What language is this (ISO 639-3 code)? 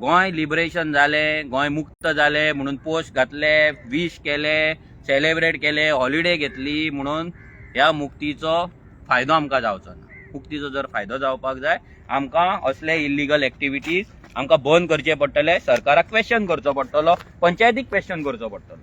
kok